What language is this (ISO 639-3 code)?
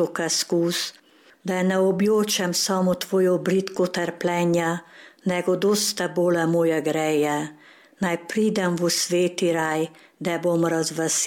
slv